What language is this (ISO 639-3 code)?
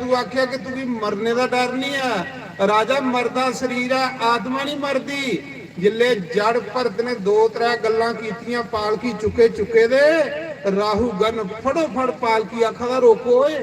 doi